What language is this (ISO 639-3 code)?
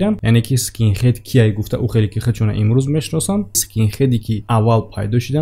tgk